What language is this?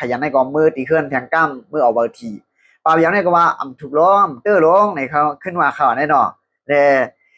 Shan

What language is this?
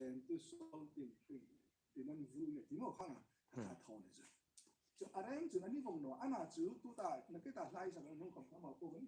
Hmar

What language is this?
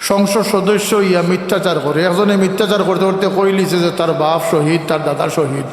Sylheti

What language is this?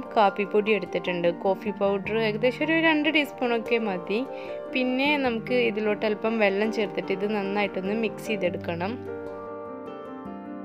Malayalam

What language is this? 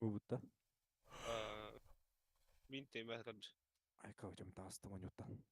Yakut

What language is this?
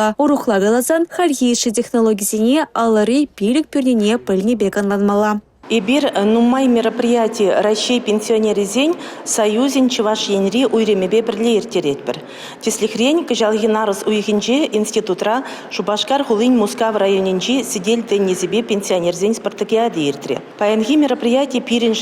Chuvash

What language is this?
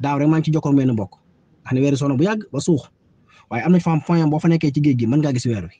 Wolof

